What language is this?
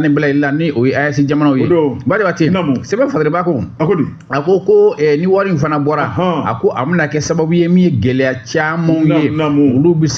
Bambara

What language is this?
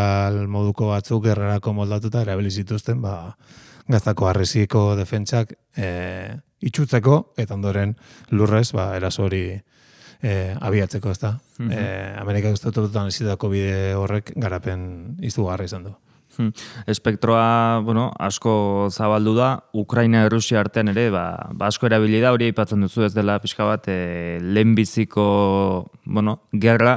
Basque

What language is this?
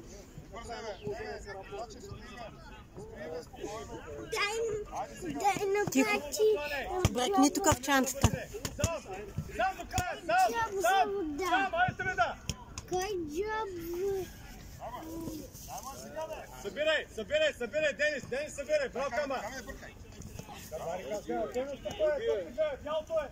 Bulgarian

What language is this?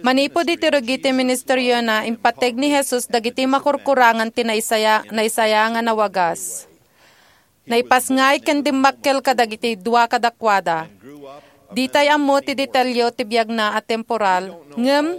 Iloko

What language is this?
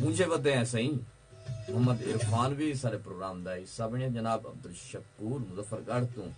Saraiki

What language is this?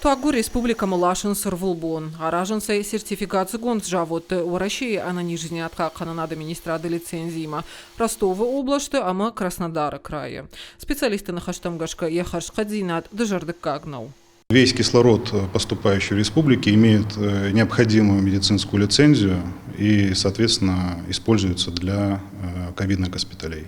Ossetic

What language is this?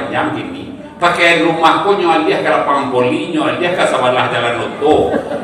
Minangkabau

